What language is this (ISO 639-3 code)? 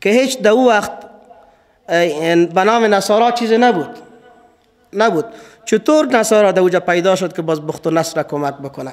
fas